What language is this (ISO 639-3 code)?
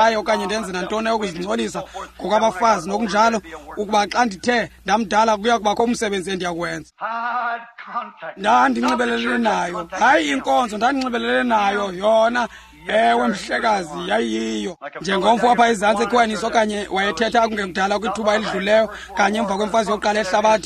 xho